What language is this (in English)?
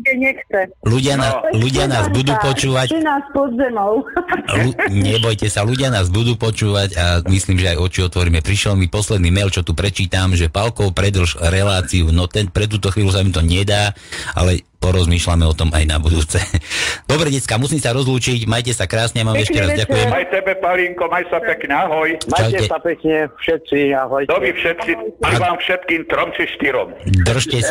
Slovak